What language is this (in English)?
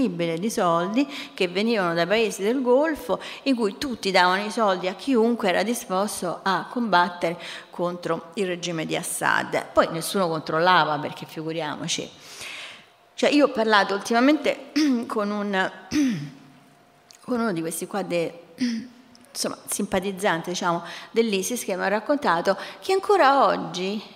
Italian